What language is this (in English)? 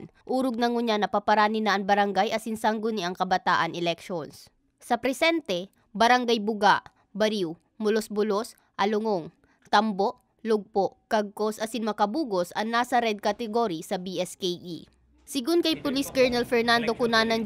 Bikol